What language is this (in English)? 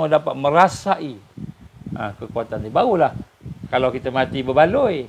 Malay